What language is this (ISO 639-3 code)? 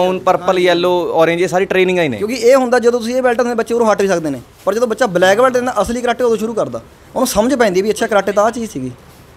pan